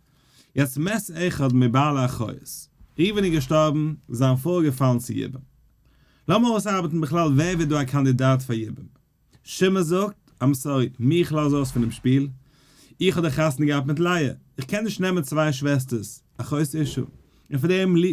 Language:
Yiddish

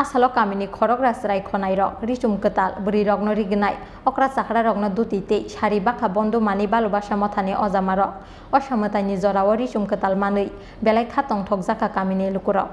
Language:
Kok Borok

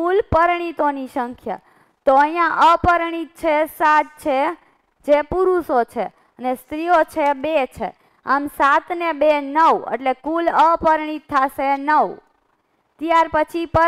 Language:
Gujarati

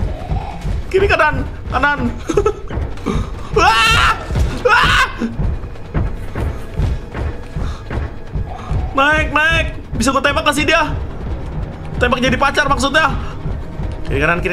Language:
Indonesian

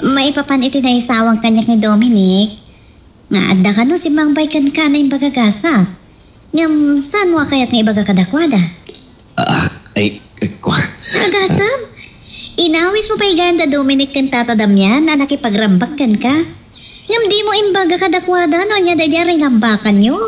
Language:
Iloko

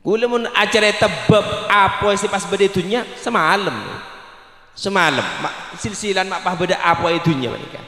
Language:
Madurese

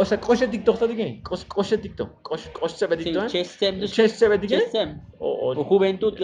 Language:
Tzotzil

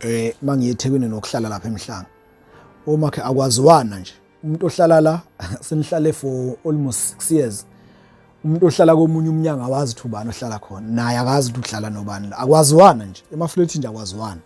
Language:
Zulu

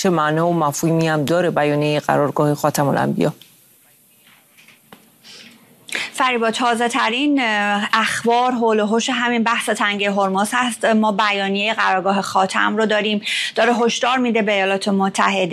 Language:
Persian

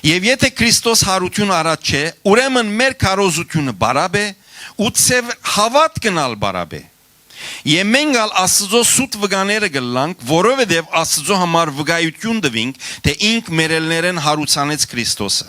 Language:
Western Armenian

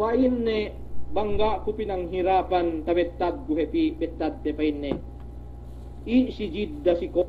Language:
Yakan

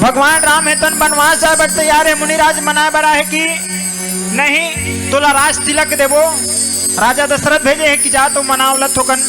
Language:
Chhattisgarhi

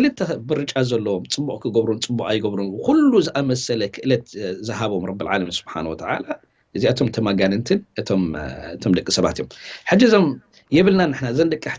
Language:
Tigrinya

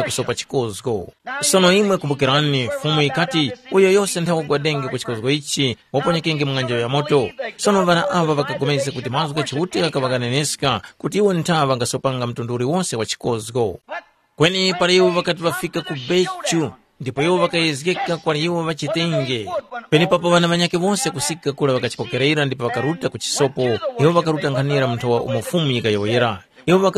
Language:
Tumbuka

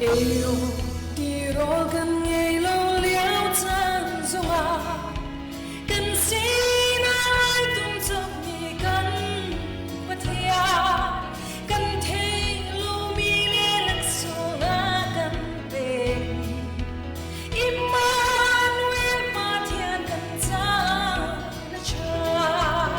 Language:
Hakha Chin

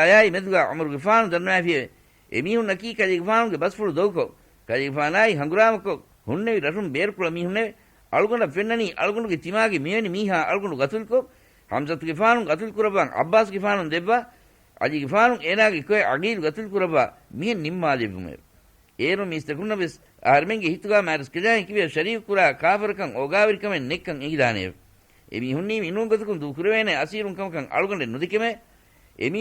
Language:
Divehi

